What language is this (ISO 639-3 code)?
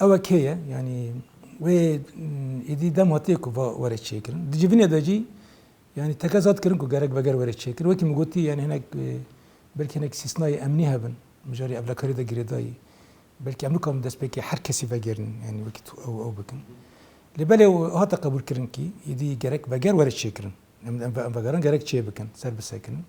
kur